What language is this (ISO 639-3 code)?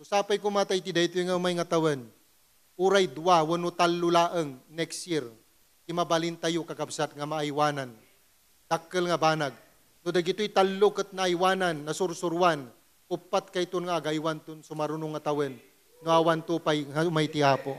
ilo